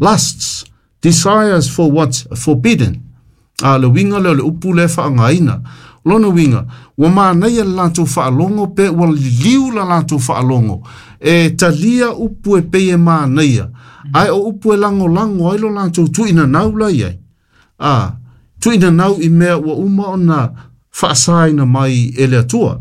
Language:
Samoan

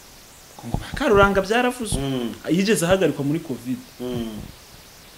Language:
Kinyarwanda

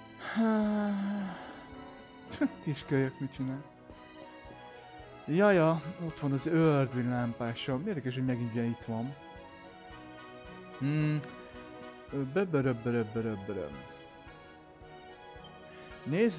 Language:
Hungarian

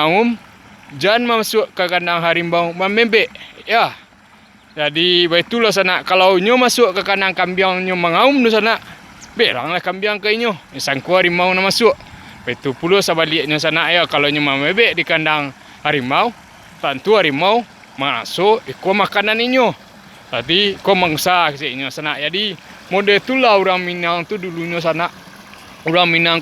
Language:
Minangkabau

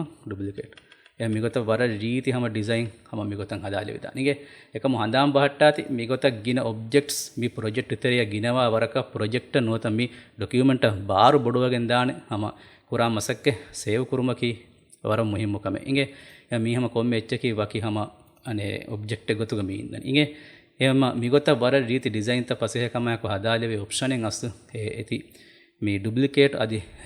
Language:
Divehi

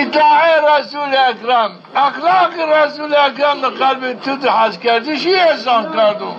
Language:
Zaza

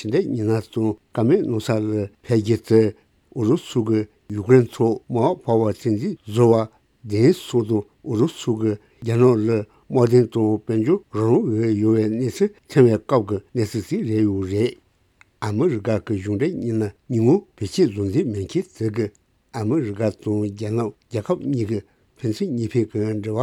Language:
Tibetan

